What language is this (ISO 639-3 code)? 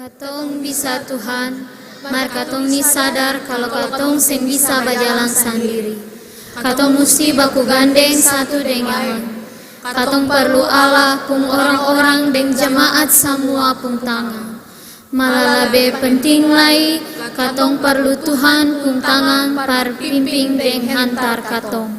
abs